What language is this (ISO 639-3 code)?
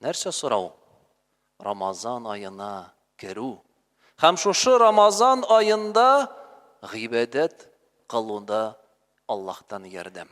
tat